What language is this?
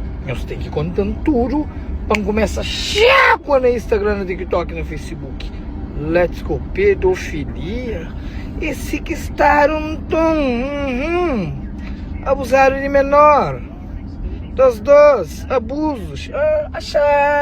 Kabuverdianu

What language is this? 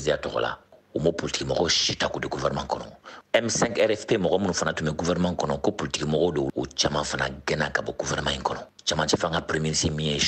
Bambara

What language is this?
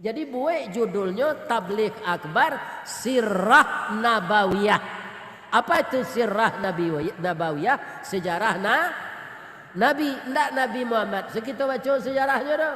Minangkabau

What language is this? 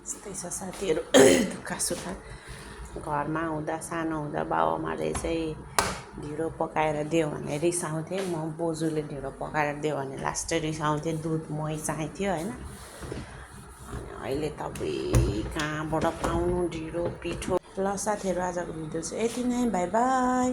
Nepali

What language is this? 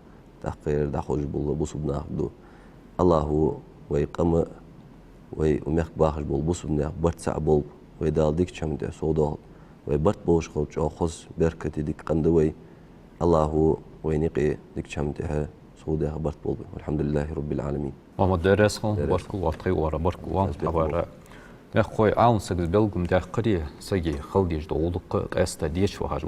Ingush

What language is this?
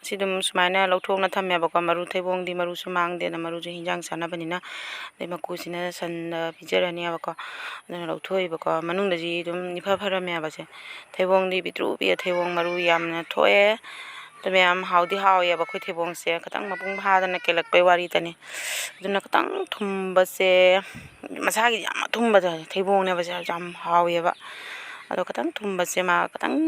Manipuri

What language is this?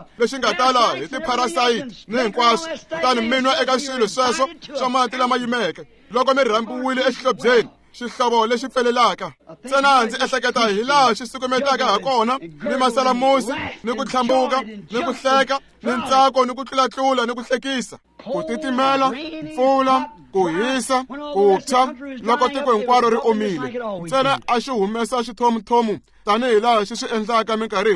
Tsonga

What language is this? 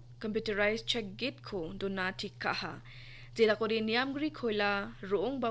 Garo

